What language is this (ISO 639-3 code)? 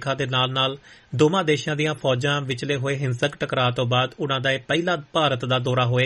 pan